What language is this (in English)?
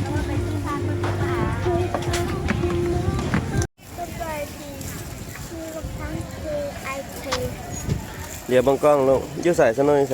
Lao